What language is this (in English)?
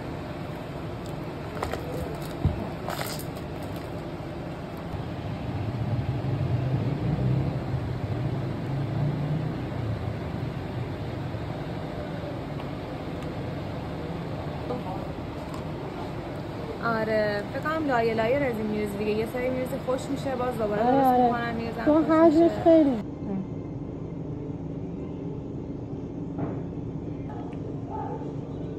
Persian